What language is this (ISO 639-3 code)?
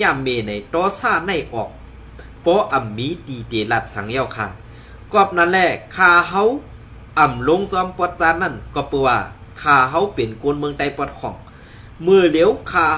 shn